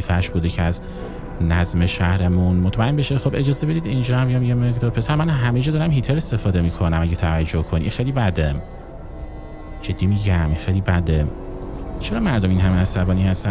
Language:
Persian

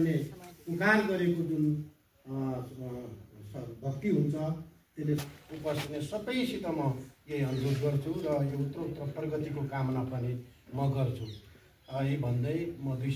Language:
Nepali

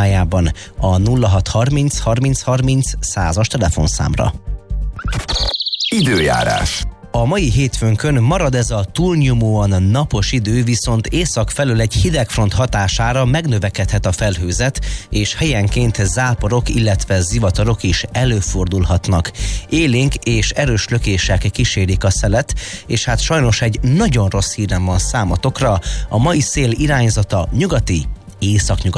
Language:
Hungarian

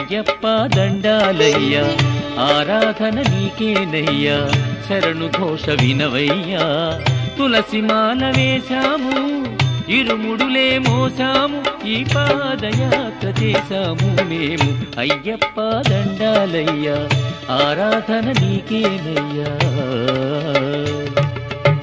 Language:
Telugu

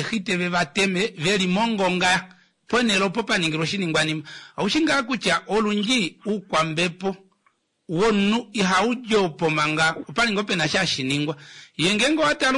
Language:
Kuanyama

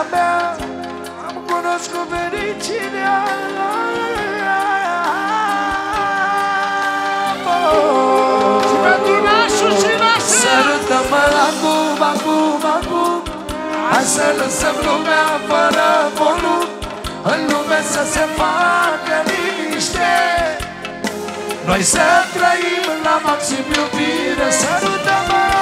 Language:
Romanian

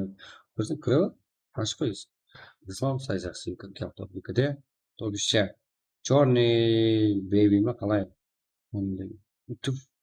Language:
Kara-Kalpak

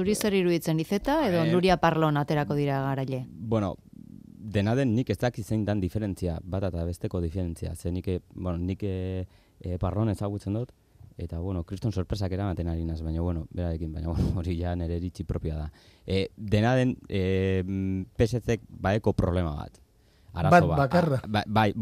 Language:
Basque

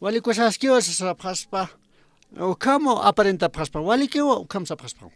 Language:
Aymara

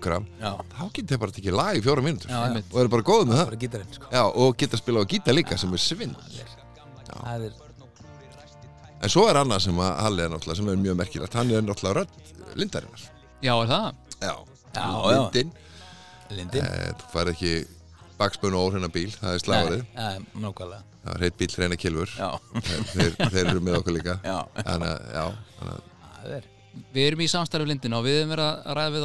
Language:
Icelandic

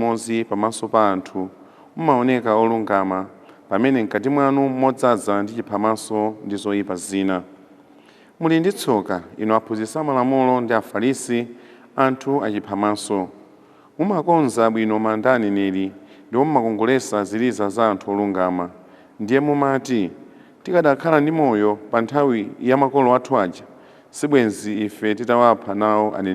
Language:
Nyanja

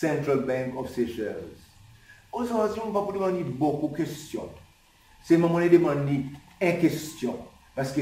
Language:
Seselwa Creole French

